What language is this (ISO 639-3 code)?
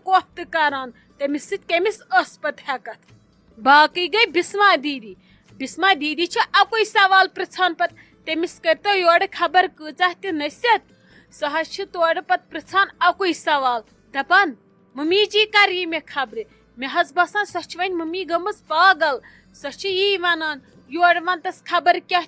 kas